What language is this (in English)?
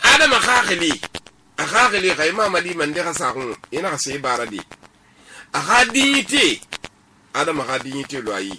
Susu